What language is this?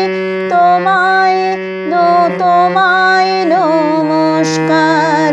Bangla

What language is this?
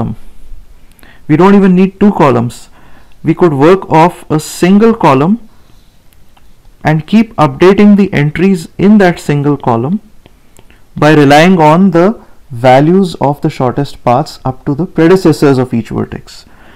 English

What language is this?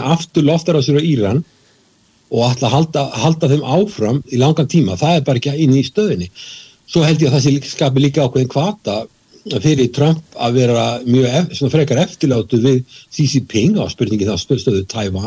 Icelandic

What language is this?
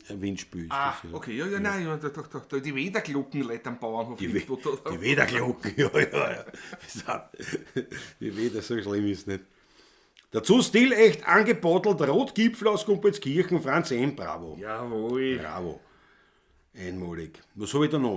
Bavarian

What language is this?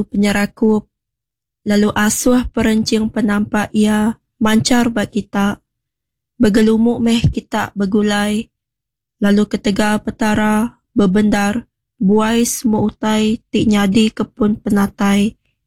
Iban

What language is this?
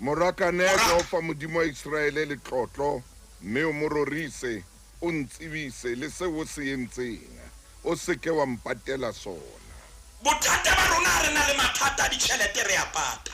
Southern Sotho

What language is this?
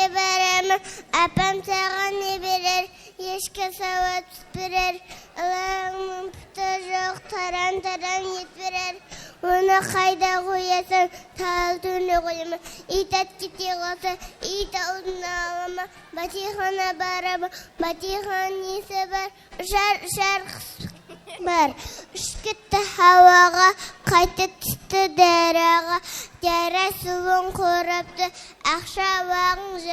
Kara-Kalpak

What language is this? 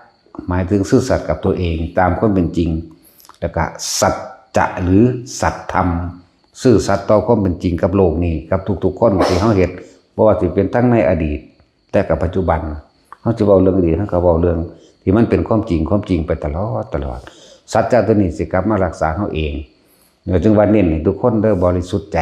Northeastern Thai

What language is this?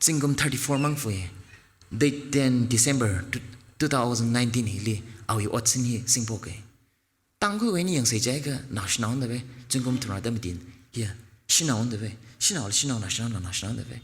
Tangkhul Naga (India)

